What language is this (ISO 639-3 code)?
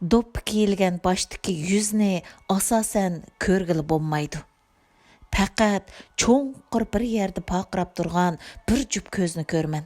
uig